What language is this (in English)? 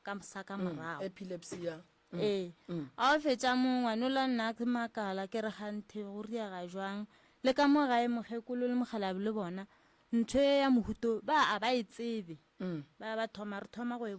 Northern Sotho